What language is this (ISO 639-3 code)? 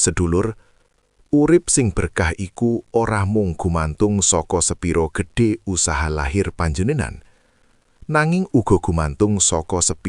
jav